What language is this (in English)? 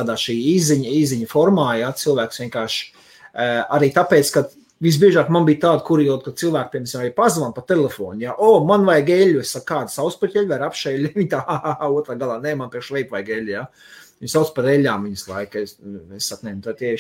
Latvian